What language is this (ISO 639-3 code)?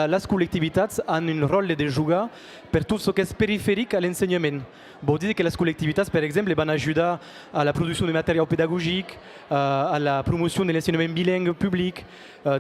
oci